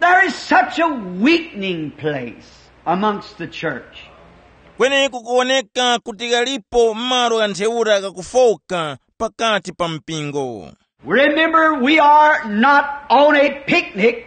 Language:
Tumbuka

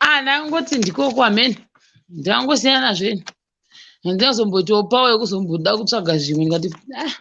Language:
Shona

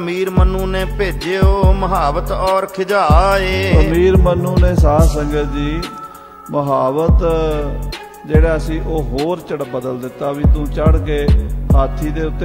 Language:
Punjabi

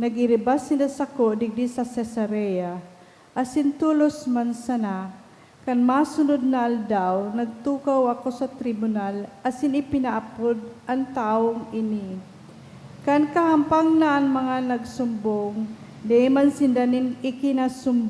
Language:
Bikol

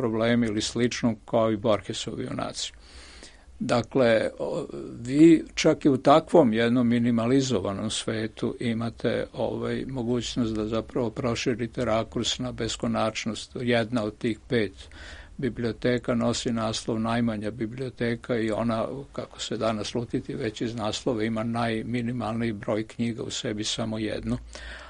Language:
Serbian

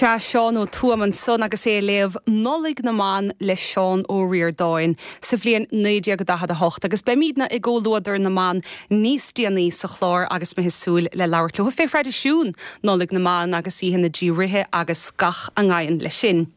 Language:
Irish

